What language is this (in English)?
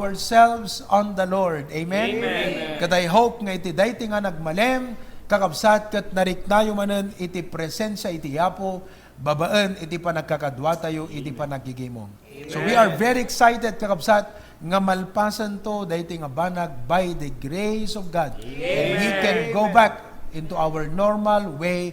Iloko